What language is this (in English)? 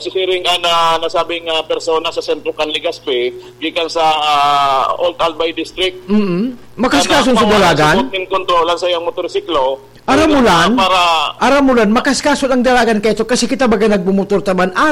Bikol